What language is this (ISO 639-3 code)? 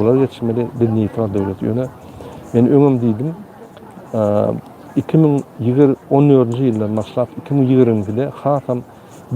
tuk